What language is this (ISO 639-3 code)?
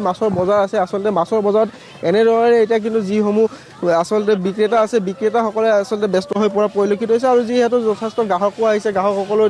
asm